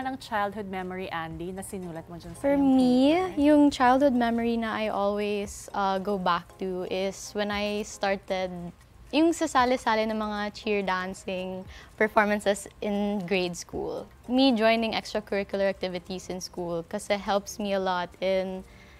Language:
Filipino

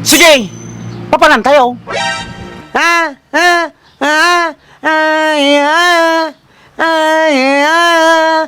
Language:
Iloko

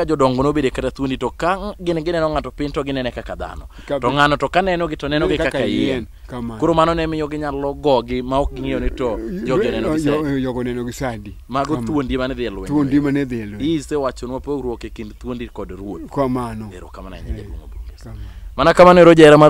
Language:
Luo (Kenya and Tanzania)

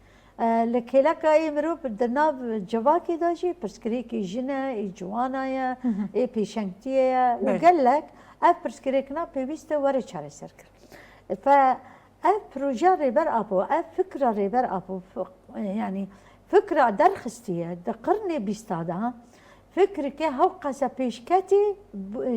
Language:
Kurdish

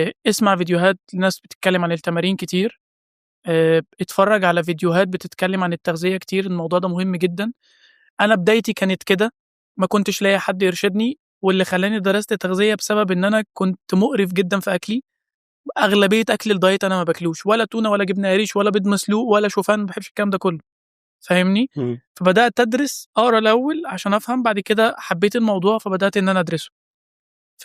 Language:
Egyptian Arabic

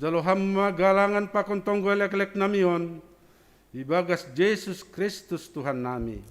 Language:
Batak Simalungun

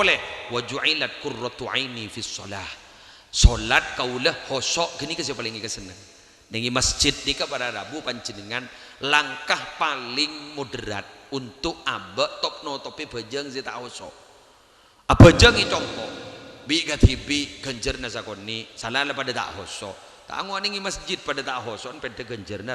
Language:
Madurese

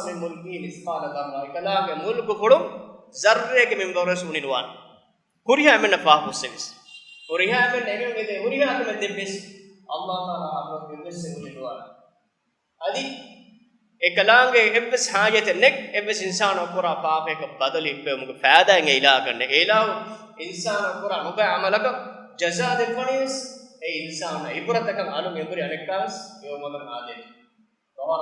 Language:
Divehi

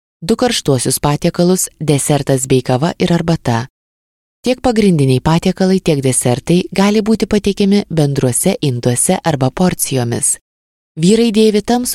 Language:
Lithuanian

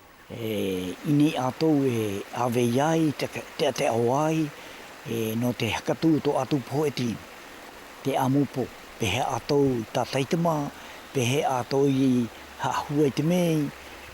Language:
South Marquesan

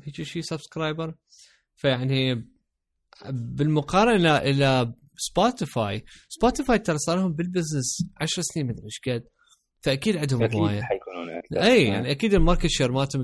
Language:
Mesopotamian Arabic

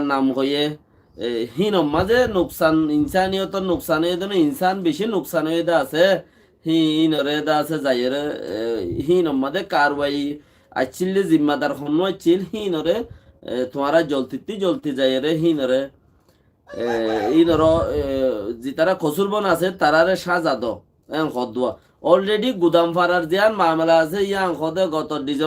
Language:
Rohingya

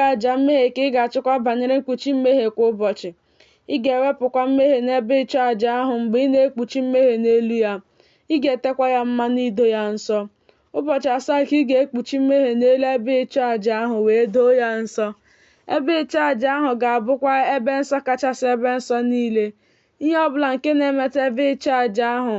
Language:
Igbo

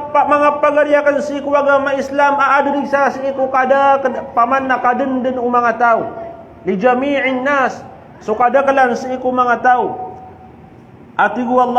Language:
Maranao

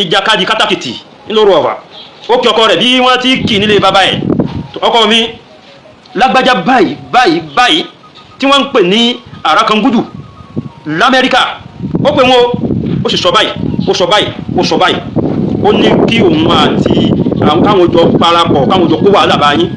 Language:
Yoruba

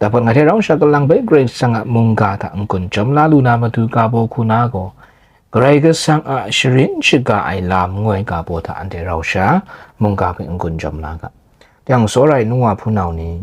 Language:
Kachin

